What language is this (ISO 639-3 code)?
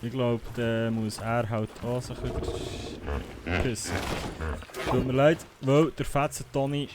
gsw